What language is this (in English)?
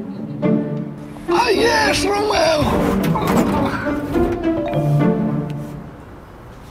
Romanian